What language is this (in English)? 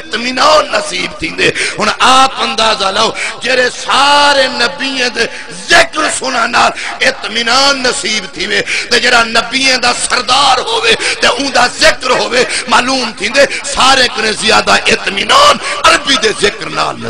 Saraiki